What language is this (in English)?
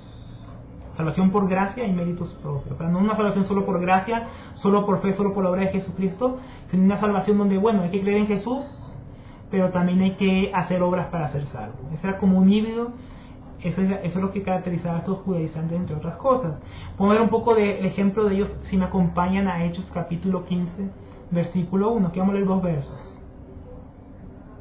Spanish